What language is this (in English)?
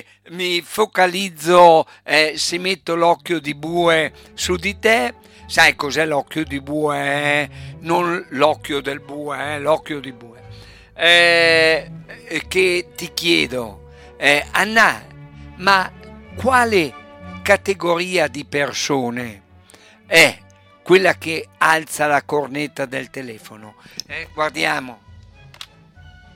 Italian